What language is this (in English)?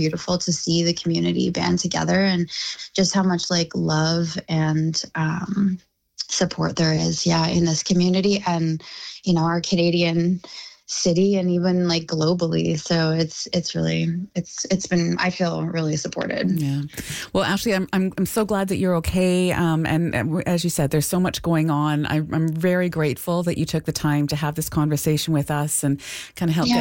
English